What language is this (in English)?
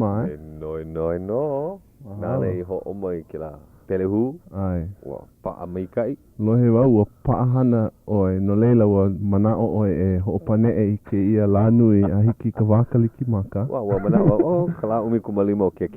Hawaiian